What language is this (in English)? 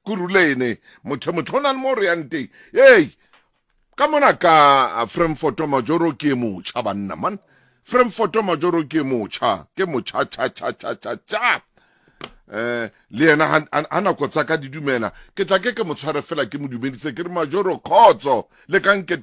Southern Sotho